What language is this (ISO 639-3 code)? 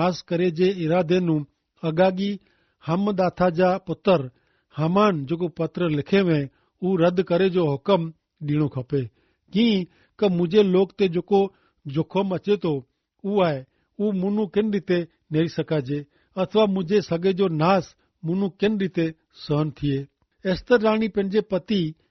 kfr